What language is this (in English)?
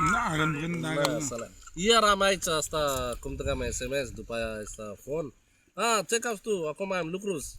Nepali